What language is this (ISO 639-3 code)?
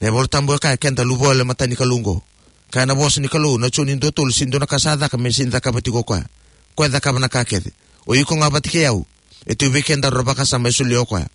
fij